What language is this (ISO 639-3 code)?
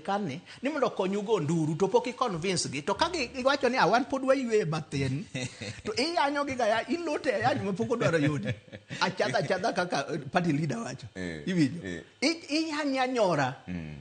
luo